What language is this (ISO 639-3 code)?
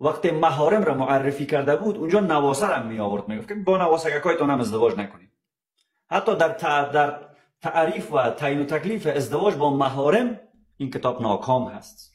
fas